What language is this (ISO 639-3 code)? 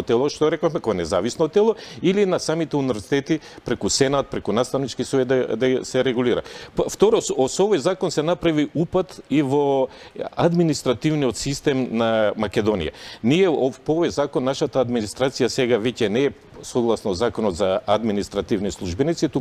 mkd